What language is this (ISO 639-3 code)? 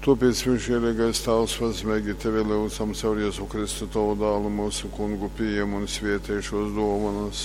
ltg